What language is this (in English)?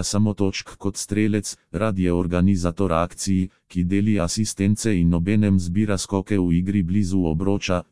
Slovenian